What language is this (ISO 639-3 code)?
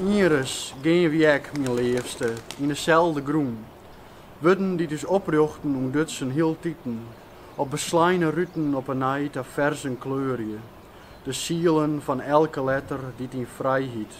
fry